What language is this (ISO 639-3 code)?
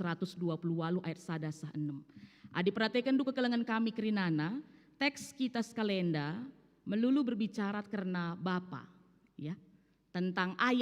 btx